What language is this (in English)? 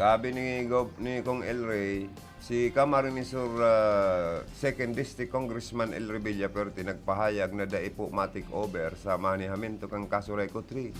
Bikol